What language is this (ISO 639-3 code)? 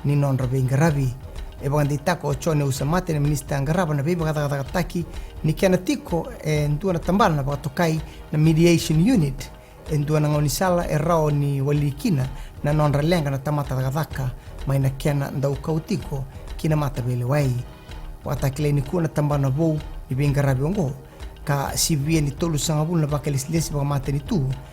fij